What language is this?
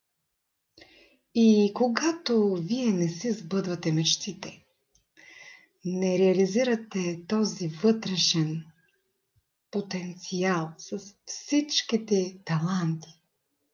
Bulgarian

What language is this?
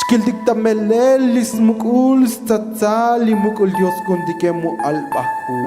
Tzotzil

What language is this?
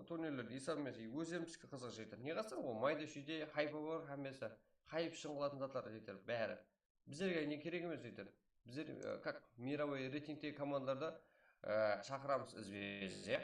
Kara-Kalpak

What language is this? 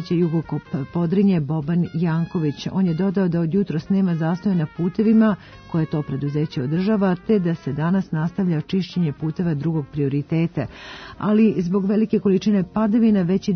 Serbian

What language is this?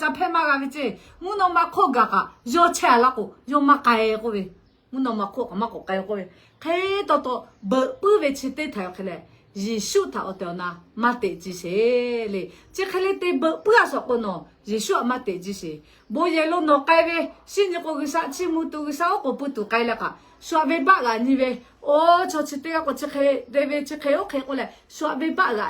Lahu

